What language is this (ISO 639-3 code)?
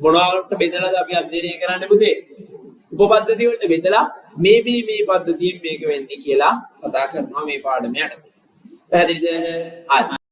sin